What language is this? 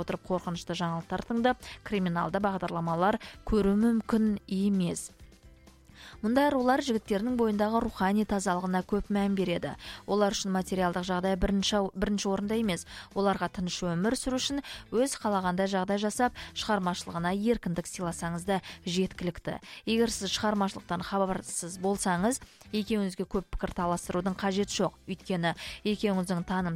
Kazakh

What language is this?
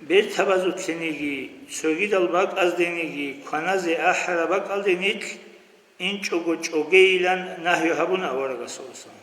Avaric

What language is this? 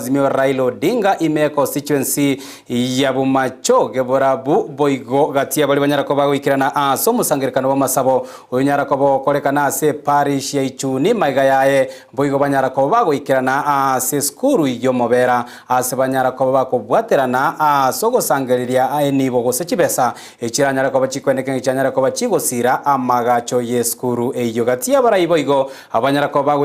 Gusii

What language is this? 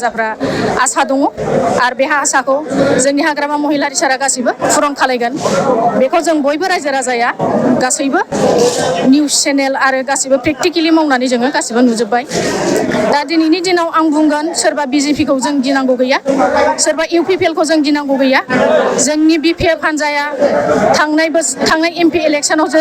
Bodo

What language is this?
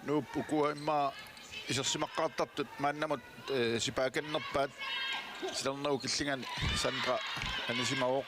Kalaallisut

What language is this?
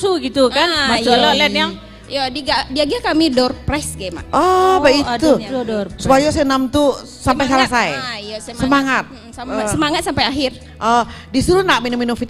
Minangkabau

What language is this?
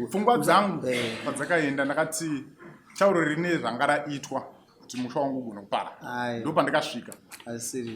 Shona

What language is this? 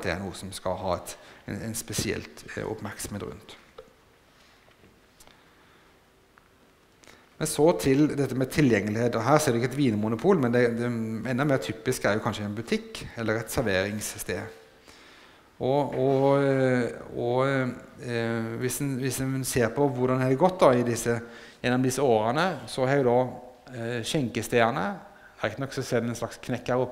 Norwegian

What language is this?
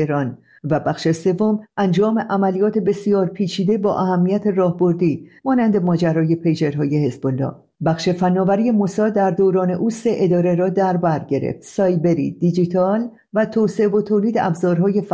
Persian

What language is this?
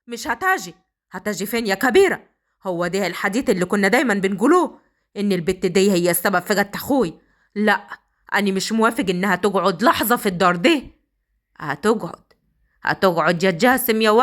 Egyptian Arabic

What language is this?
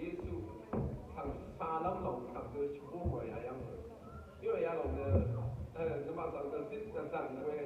Rawang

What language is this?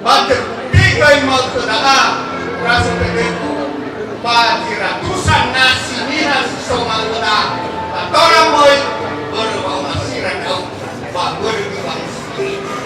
Nias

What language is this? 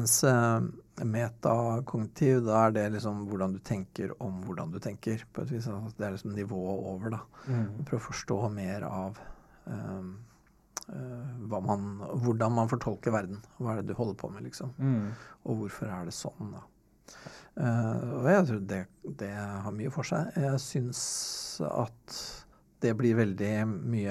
Norwegian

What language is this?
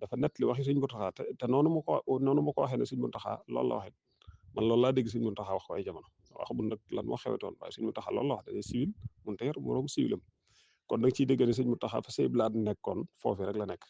Wolof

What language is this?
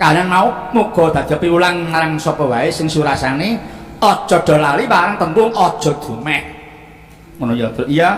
Javanese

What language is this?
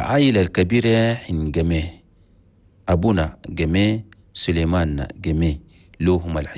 Chadian Arabic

